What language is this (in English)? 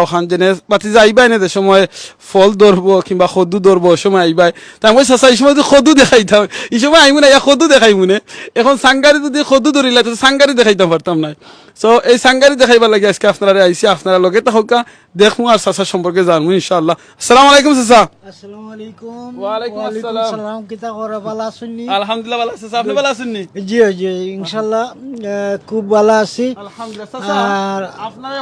Sylheti